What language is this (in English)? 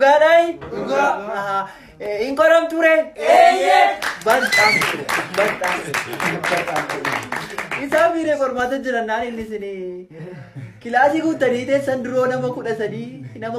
Oromo